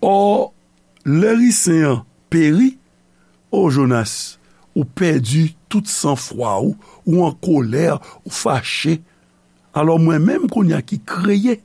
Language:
Haitian Creole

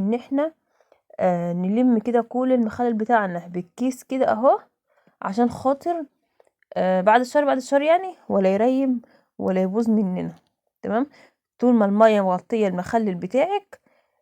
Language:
Egyptian Arabic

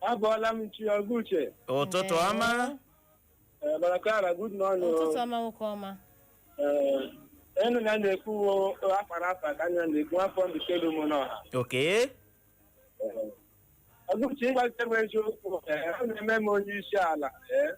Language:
Igbo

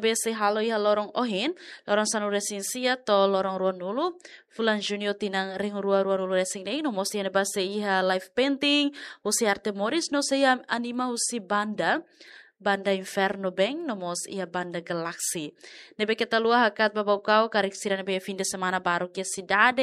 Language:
Tetum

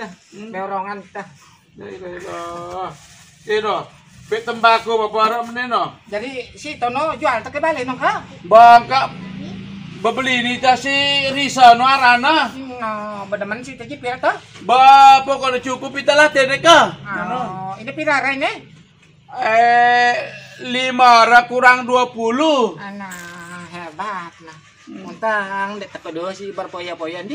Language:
Sasak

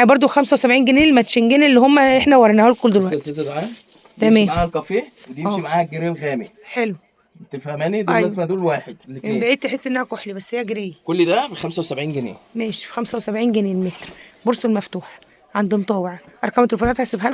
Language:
Egyptian Arabic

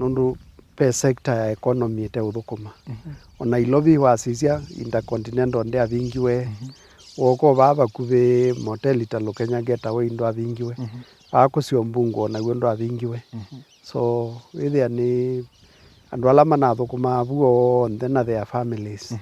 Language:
Kamba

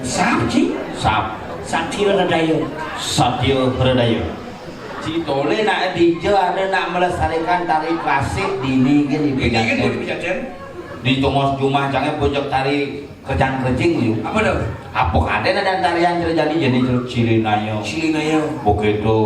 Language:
Balinese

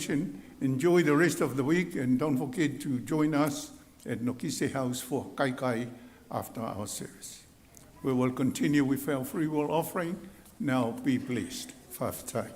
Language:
Samoan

